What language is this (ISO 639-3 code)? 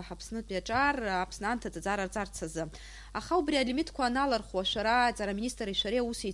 abk